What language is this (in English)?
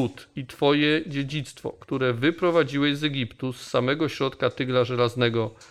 Polish